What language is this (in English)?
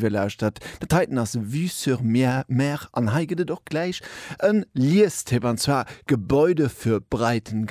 Luxembourgish